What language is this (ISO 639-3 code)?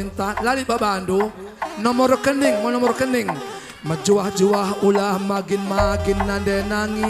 btx